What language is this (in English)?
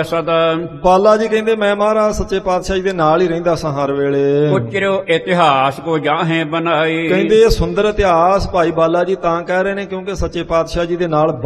Punjabi